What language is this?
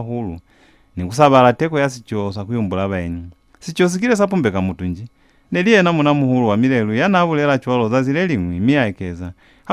Lozi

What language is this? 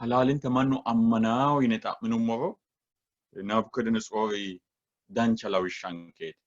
Sidamo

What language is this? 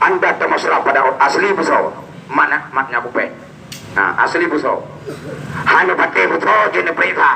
Achinese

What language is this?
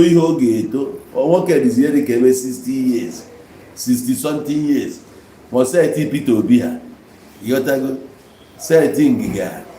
Igbo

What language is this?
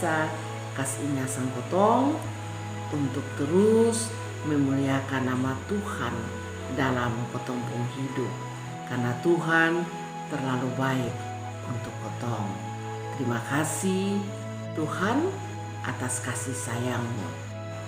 Kupang Malay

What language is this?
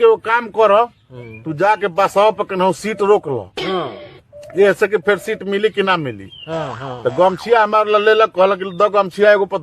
Bhojpuri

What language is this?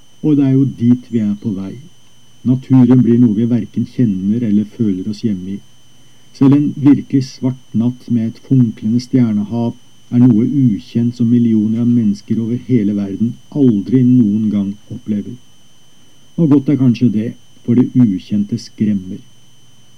Norwegian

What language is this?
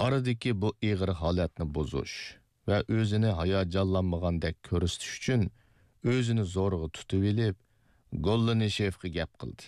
Uyghur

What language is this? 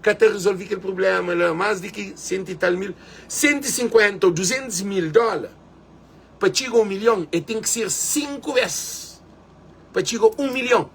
Kabuverdianu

